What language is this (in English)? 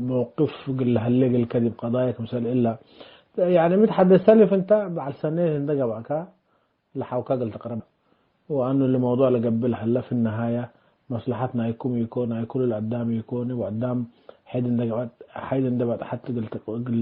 Tigre